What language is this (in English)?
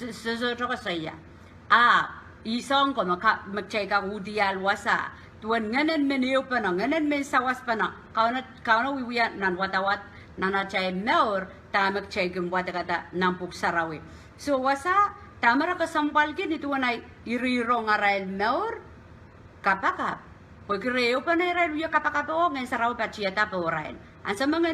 Pohnpeian